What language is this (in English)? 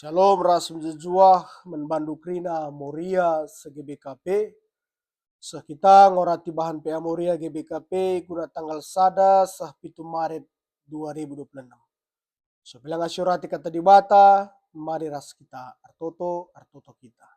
Batak Karo